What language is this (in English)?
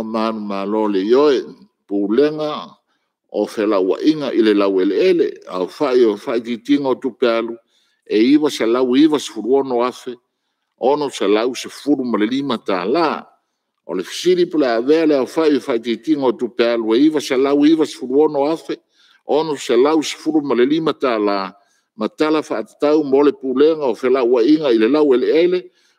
Samoan